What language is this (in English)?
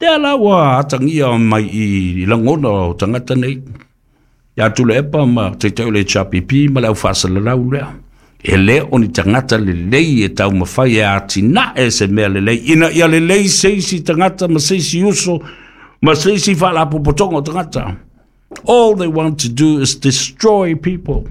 Samoan